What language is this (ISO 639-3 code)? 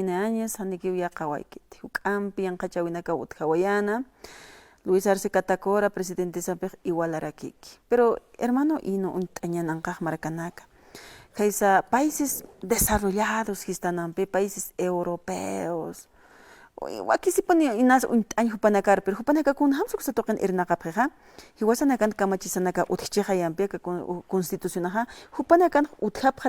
aym